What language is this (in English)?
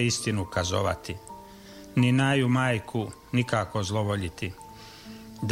Croatian